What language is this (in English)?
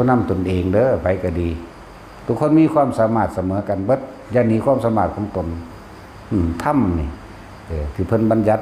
Northeastern Thai